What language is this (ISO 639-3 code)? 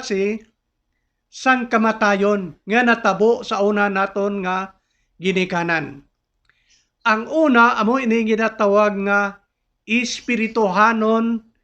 hil